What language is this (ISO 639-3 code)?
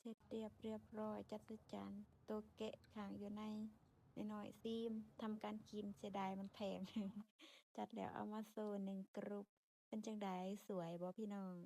lao